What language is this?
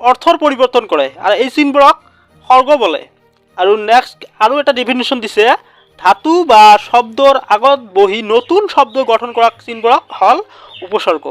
Assamese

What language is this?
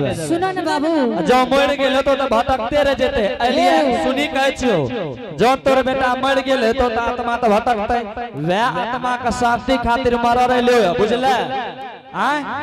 Angika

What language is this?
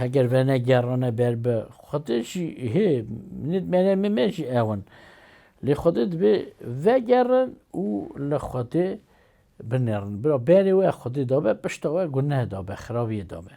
Kurdish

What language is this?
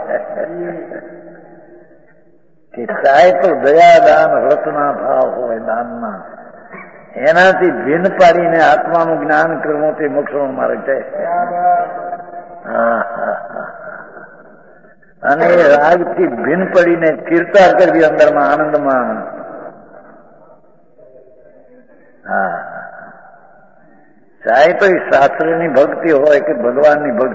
Gujarati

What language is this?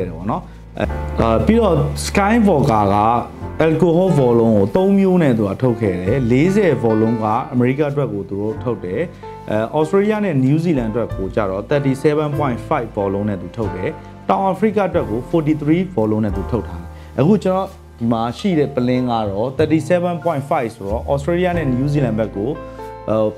Burmese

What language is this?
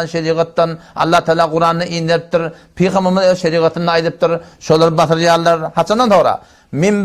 Turkmen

